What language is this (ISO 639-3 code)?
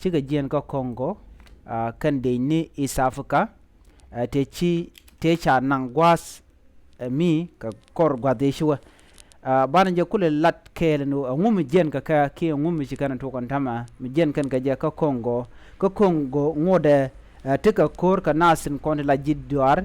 nus